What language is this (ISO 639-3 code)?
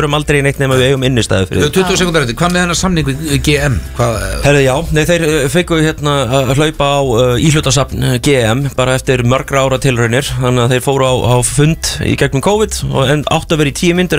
isl